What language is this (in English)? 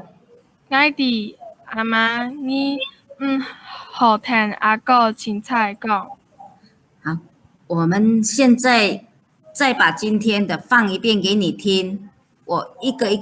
Hakka Chinese